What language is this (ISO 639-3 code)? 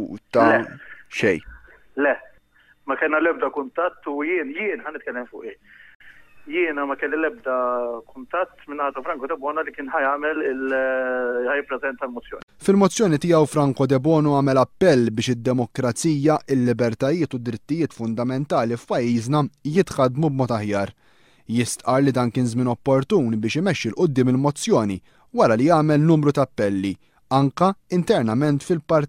mlt